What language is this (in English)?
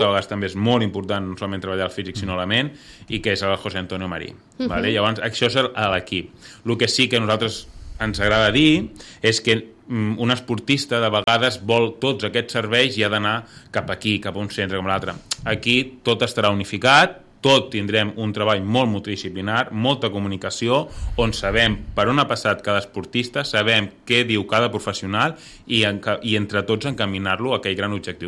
Catalan